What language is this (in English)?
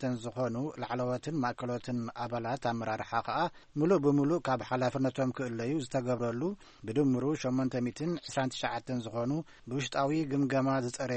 Tigrinya